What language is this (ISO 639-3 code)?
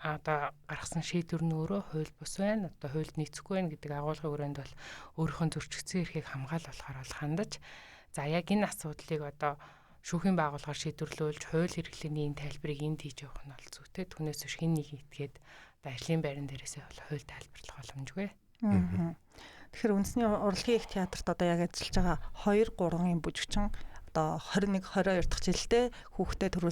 mon